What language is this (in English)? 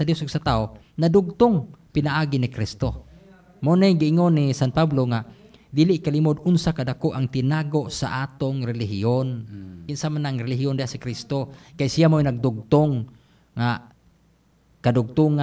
Cebuano